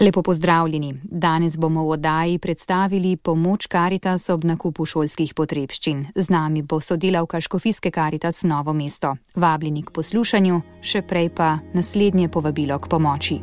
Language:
Slovenian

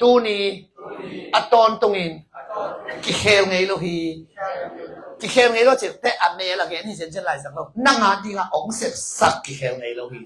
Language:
Tedim Chin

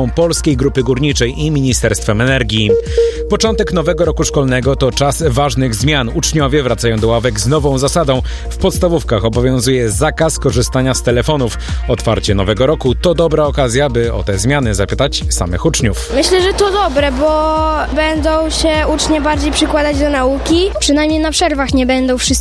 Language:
Polish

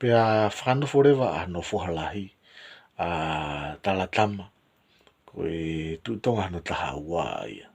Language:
Tongan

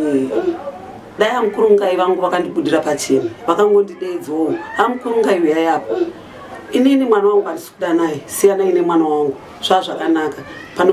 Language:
Shona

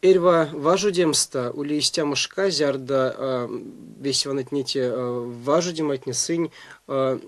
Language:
Erzya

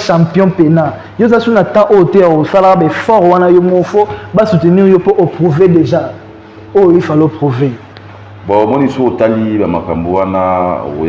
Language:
Lingala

